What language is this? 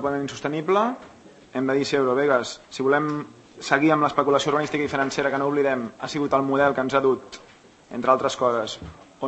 Catalan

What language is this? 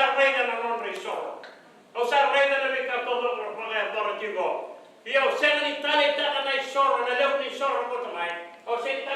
Fijian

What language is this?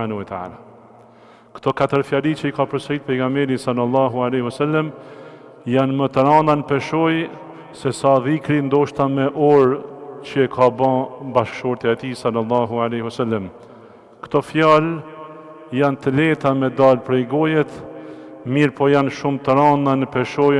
Albanian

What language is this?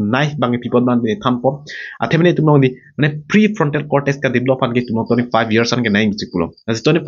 Karbi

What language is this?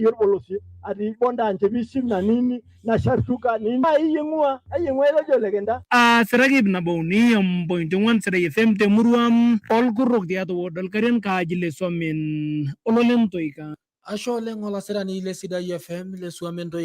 Masai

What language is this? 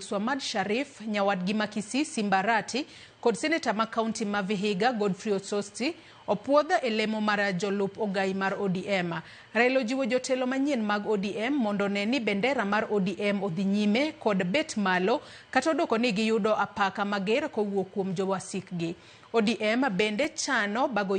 Luo (Kenya and Tanzania)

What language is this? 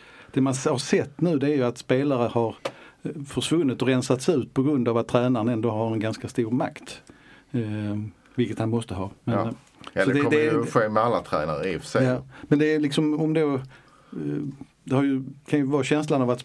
Swedish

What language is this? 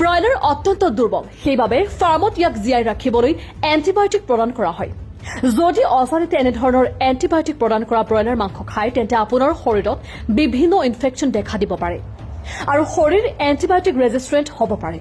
Assamese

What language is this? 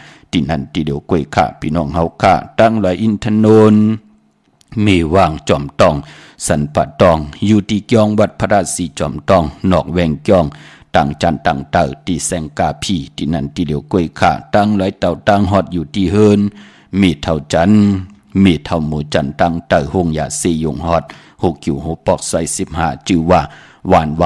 Shan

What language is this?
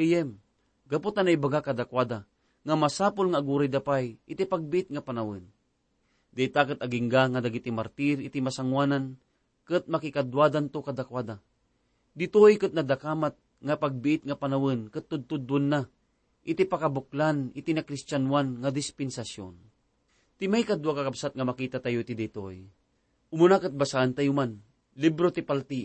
Iloko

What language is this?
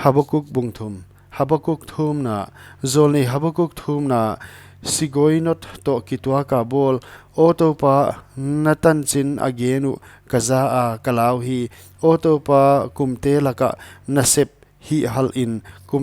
Paite Chin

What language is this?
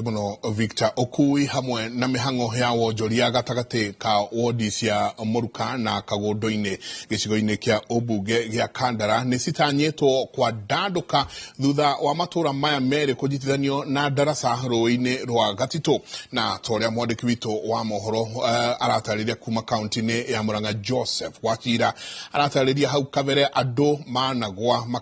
Kikuyu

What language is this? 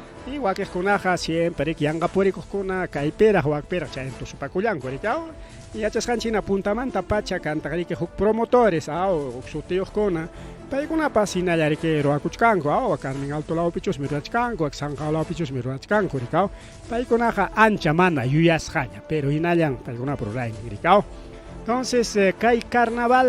Ayacucho Quechua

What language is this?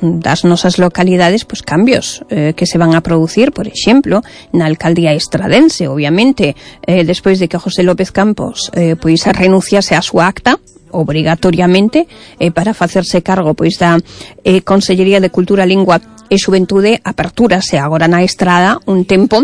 Galician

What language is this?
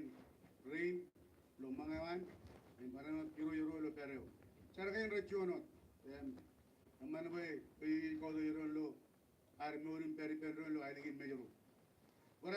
Marshallese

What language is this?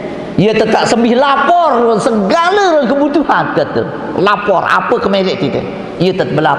Sasak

